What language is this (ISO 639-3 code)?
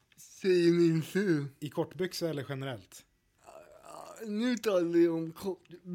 swe